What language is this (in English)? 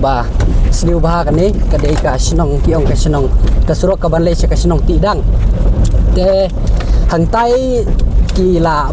Khasi